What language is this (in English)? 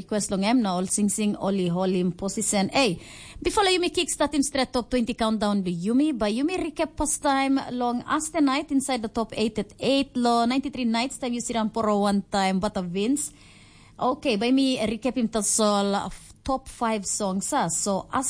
Tok Pisin